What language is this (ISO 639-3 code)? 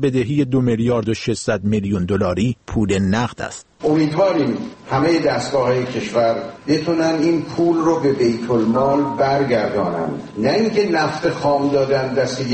fas